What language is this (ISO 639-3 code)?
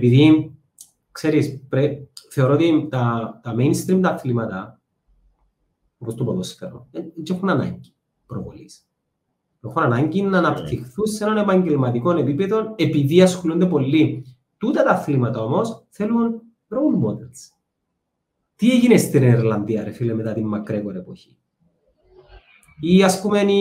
ell